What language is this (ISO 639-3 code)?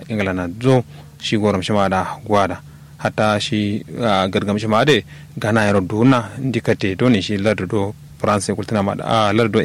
kau